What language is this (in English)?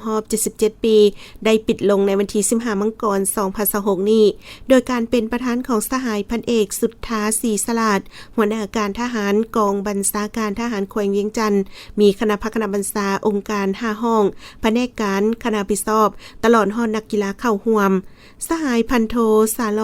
Lao